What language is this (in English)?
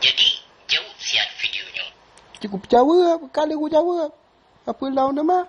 Achinese